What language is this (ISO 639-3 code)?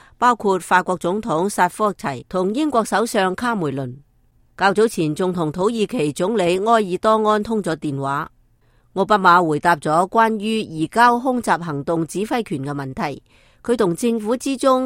yue